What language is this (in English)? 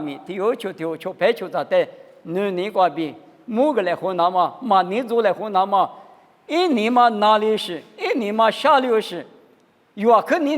Lisu